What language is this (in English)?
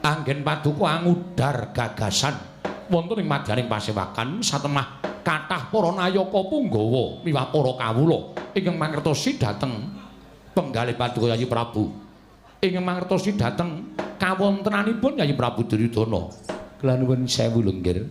Javanese